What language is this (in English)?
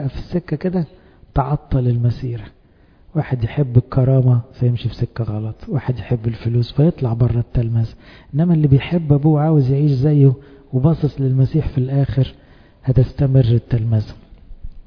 Egyptian Arabic